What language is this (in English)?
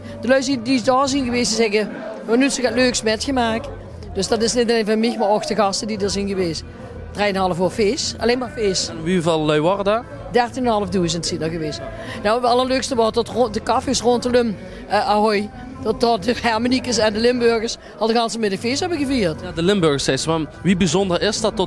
Limburgish